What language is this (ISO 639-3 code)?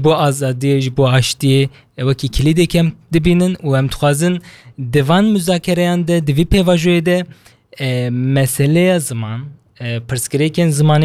kur